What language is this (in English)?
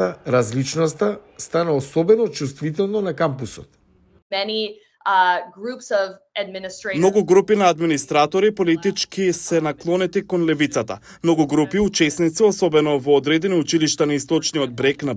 Macedonian